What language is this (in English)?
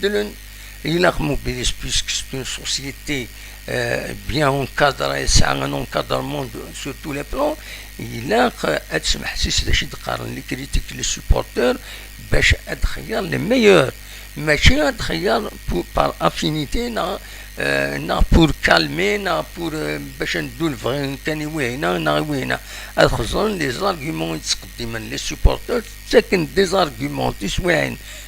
Kabyle